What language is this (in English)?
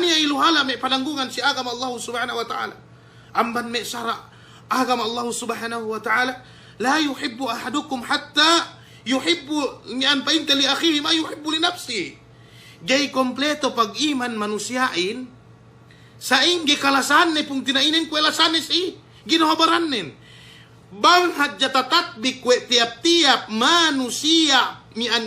Yakan